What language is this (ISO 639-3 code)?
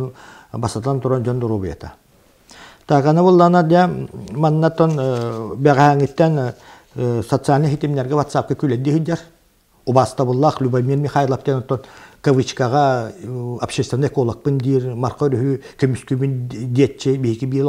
sah